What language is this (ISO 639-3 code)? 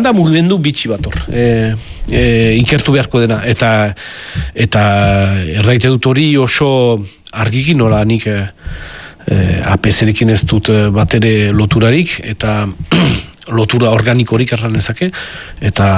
eus